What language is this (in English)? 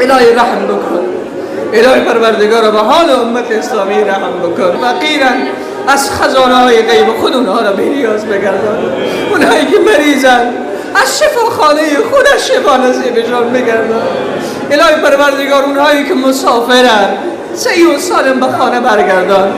Persian